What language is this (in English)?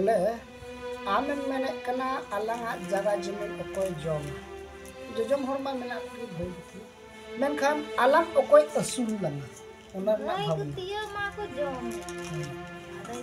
Santali